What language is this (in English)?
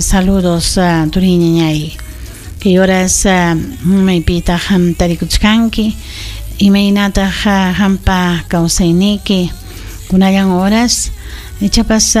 Ayacucho Quechua